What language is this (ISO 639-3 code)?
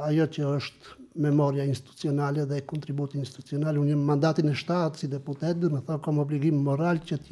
sqi